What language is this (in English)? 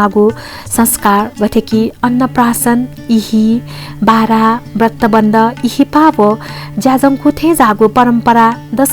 Newari